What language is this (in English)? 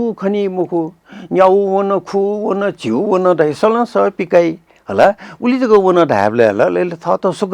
Newari